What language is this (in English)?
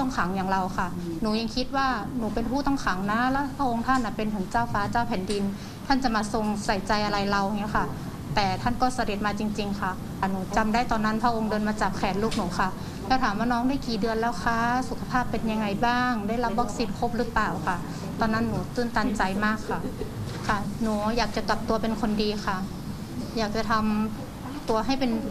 Thai